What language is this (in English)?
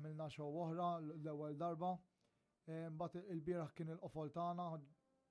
Maltese